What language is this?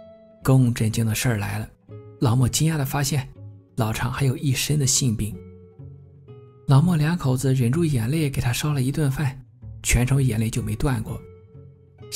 Chinese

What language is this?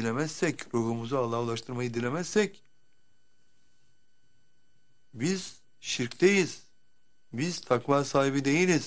Turkish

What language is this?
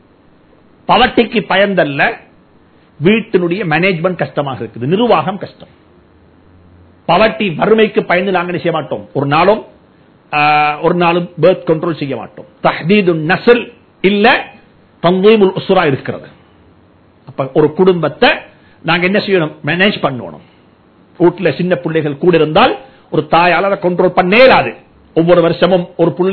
Tamil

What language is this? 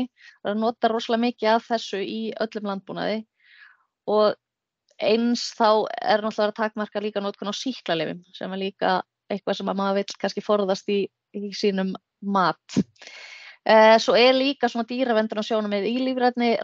Icelandic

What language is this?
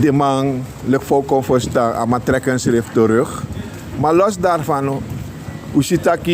Sranan Tongo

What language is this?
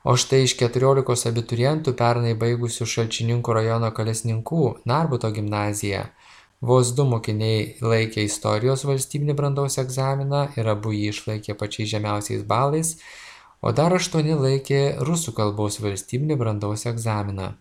Lithuanian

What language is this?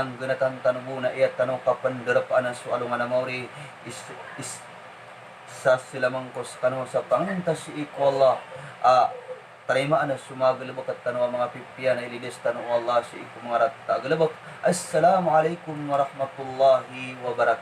Maranao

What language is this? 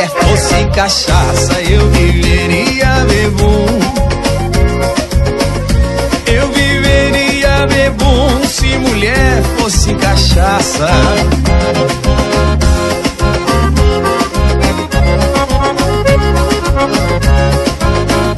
Portuguese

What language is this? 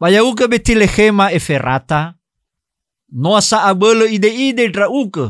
Nias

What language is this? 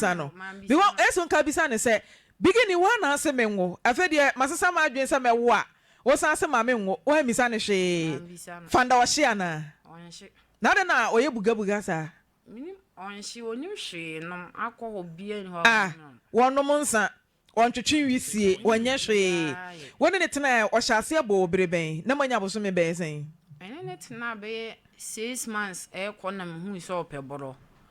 Akan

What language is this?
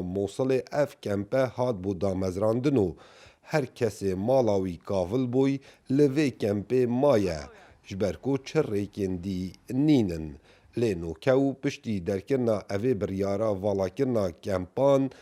Kurdish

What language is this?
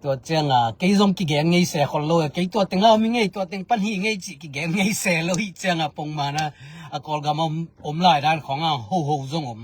Tedim Chin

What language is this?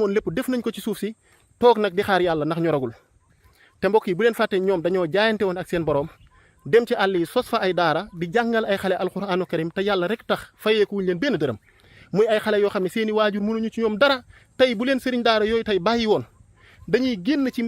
Wolof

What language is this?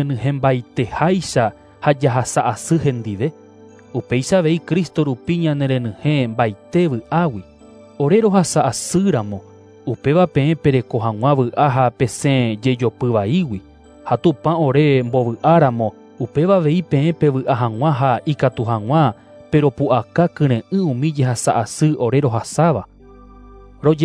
Guarani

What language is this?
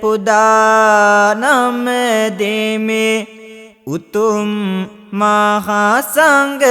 Sinhala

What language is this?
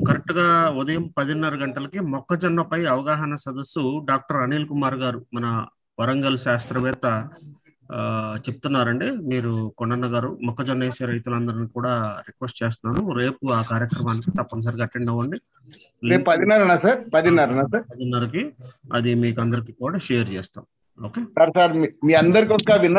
Telugu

